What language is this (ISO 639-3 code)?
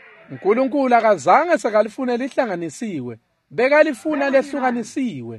ssw